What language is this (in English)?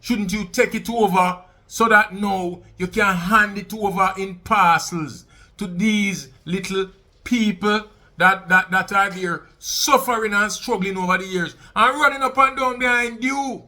Jamaican Creole English